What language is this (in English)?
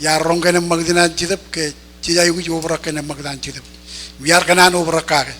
Marshallese